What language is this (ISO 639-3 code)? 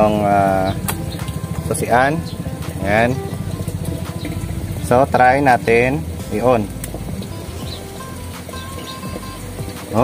fil